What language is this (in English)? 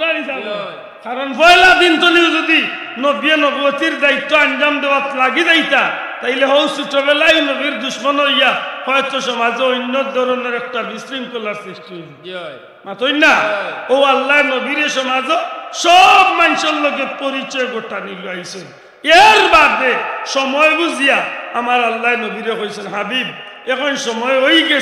Sylheti